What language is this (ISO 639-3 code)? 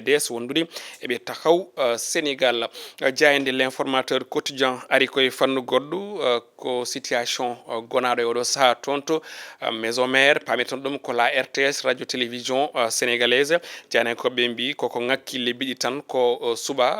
ful